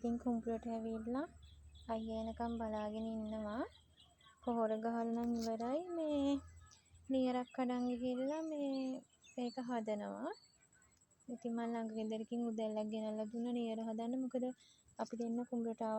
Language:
Sinhala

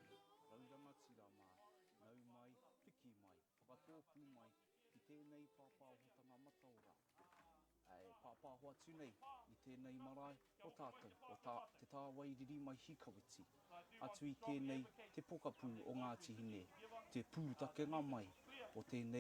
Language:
Māori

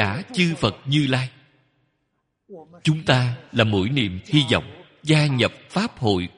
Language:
Vietnamese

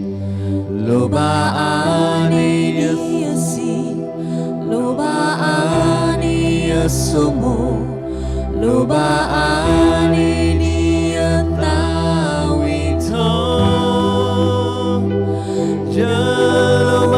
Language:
S'gaw Karen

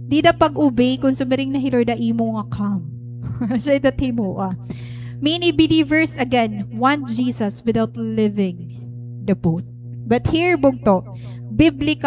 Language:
Waray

